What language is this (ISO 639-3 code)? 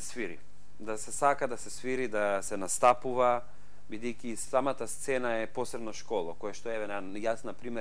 mkd